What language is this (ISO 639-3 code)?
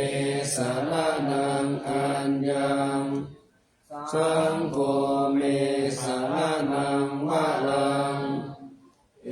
pli